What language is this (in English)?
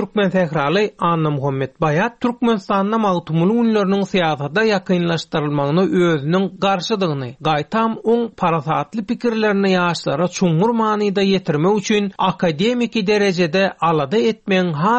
Turkmen